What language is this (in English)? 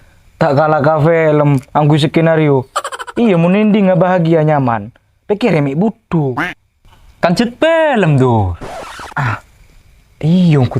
Madurese